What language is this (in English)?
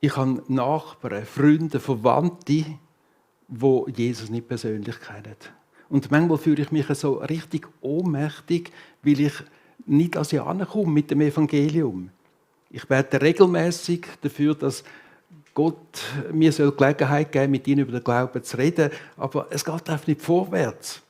Swiss German